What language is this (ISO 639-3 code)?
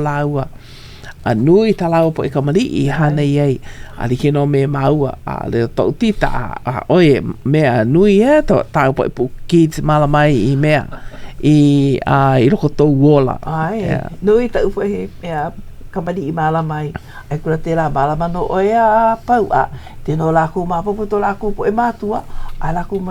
haw